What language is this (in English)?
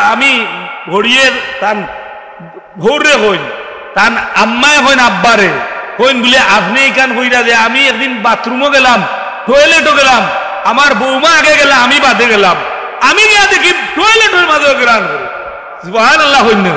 Sylheti